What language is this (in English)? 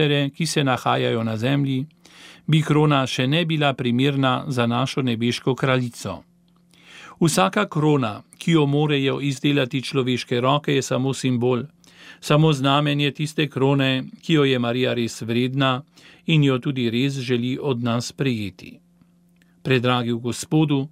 Slovenian